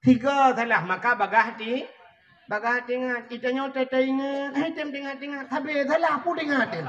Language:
Achinese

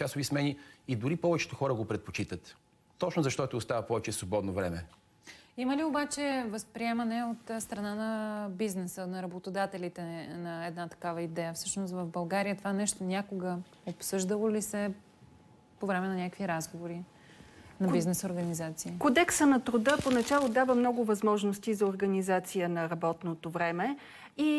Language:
Bulgarian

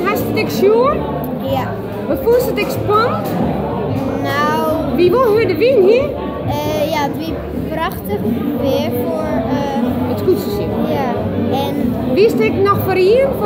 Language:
Western Frisian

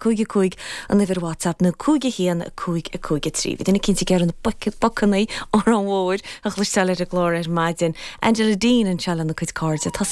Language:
Irish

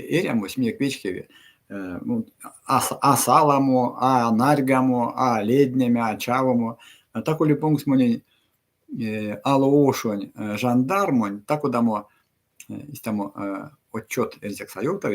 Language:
Erzya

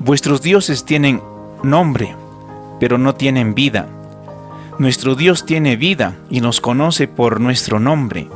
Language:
Ayacucho Quechua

